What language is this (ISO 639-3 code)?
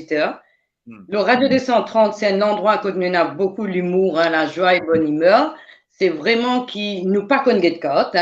mfe